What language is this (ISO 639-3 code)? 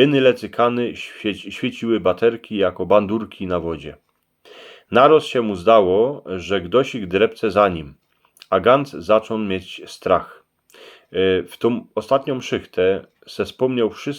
szl